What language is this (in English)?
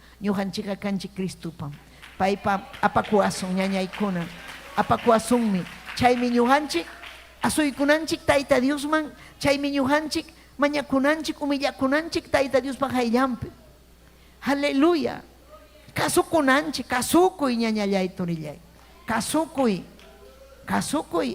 Ayacucho Quechua